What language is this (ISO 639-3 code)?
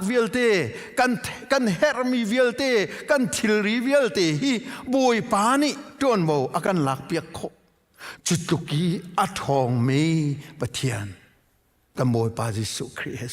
cnh